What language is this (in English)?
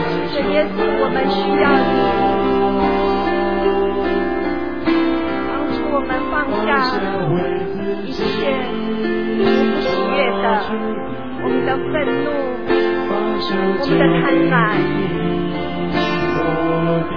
Chinese